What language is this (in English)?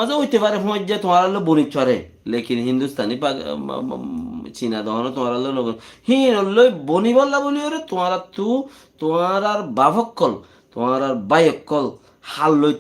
Rohingya